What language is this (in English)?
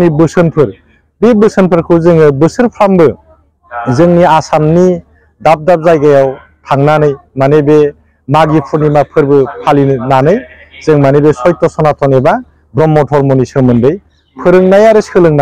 Bodo